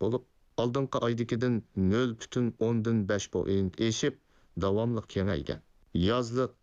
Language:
Uyghur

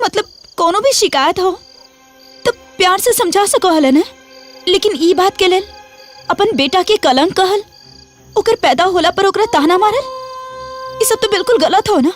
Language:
Magahi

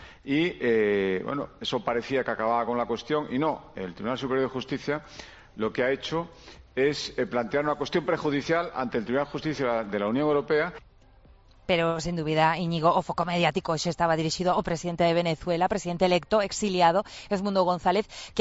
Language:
Galician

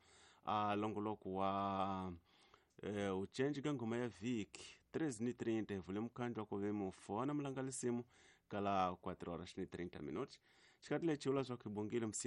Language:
Tsonga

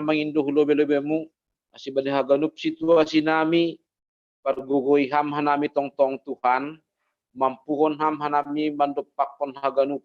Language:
Batak Simalungun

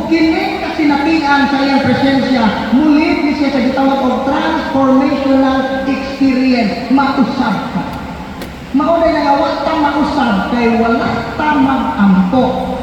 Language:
Cebuano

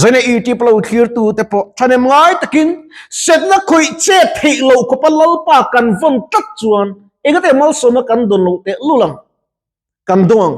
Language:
Mizo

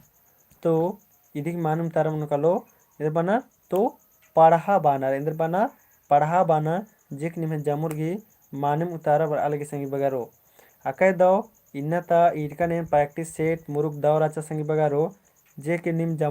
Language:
Kurukh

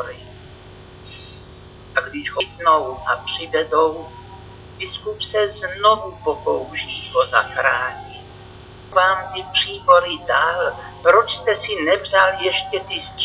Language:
Czech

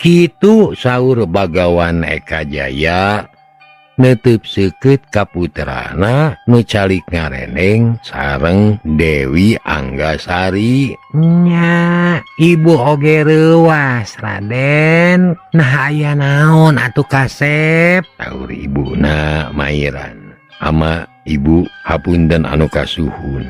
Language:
Sundanese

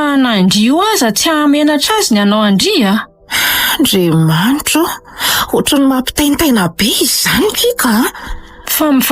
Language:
Malagasy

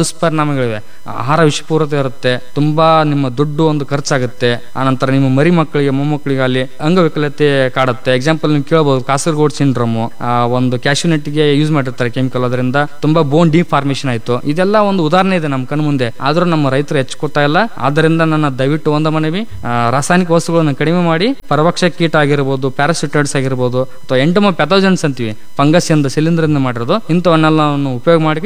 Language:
Kannada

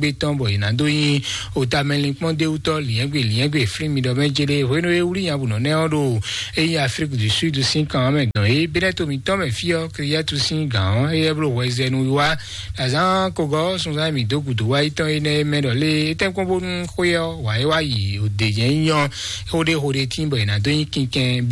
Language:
Fon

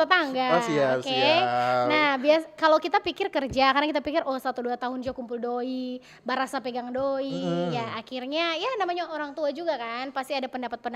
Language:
Manado Malay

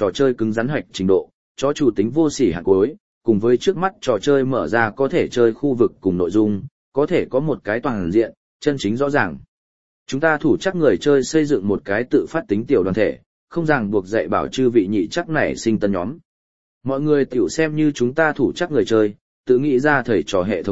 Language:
Vietnamese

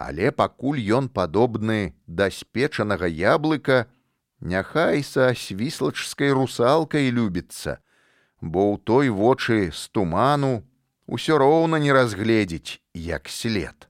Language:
Belarusian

